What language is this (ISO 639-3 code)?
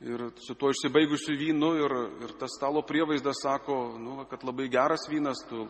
lit